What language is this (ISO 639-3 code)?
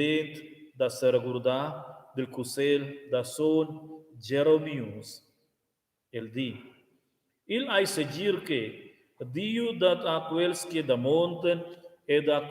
roh